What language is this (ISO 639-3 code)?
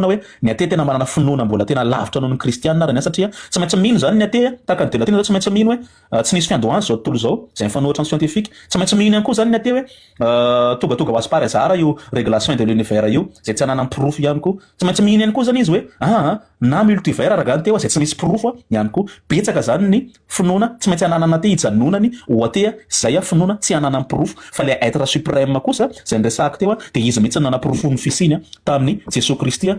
mlg